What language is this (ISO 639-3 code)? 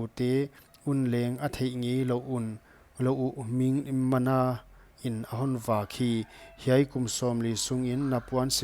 pck